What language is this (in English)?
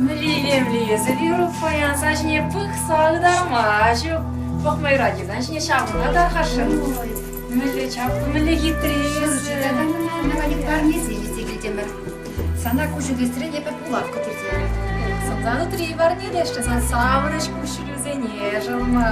Chuvash